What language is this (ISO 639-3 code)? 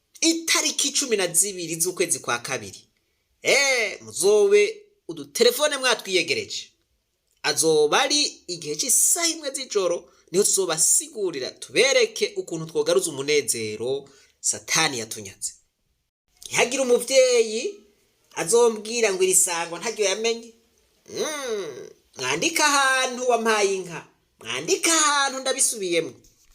run